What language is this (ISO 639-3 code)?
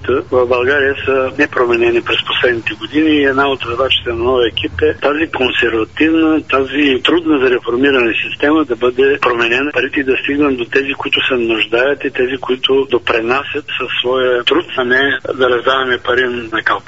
bul